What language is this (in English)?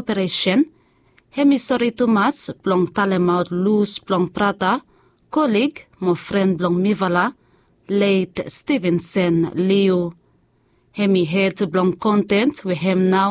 Bislama